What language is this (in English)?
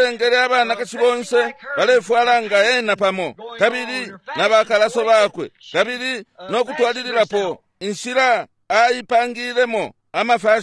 Bemba